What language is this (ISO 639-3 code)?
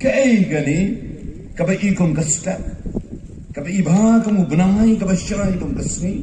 kha